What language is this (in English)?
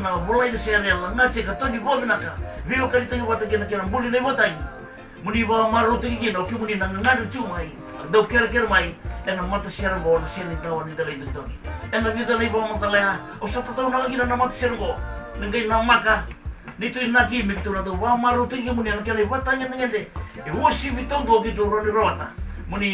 Fijian